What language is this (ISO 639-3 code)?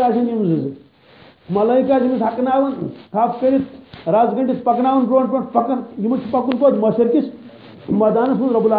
kas